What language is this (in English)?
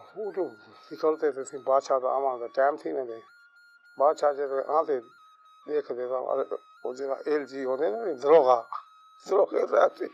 Saraiki